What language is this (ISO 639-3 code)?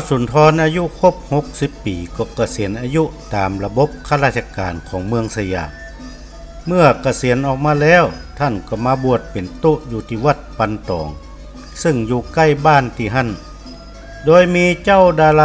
nod